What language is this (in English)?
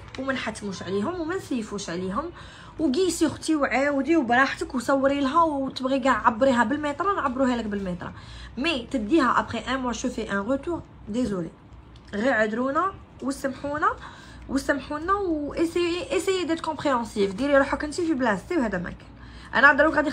Algerian Arabic